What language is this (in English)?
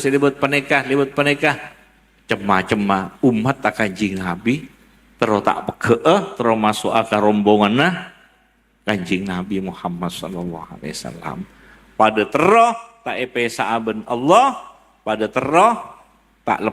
Madurese